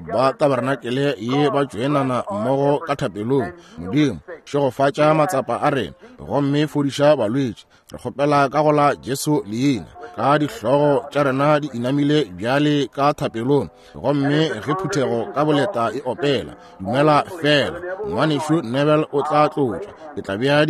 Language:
Northern Sotho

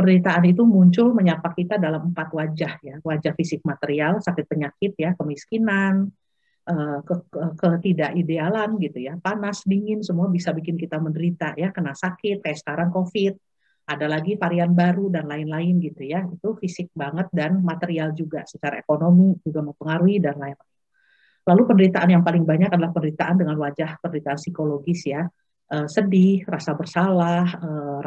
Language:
Indonesian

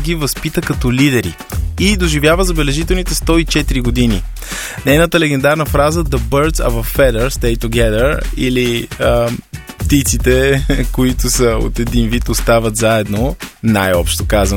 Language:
Bulgarian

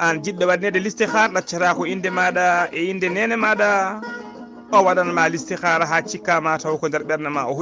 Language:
Fula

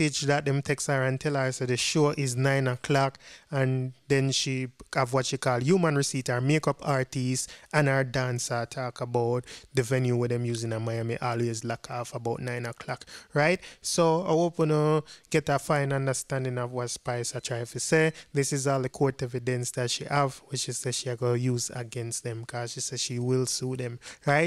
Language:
Jamaican Creole English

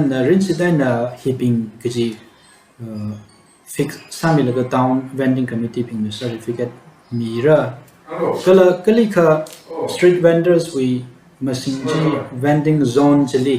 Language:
Tangkhul Naga (India)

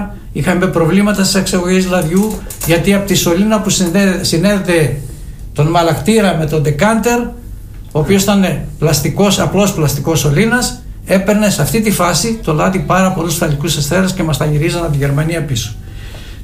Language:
Greek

